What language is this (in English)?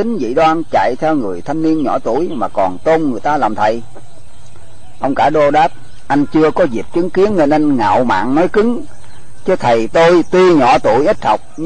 Vietnamese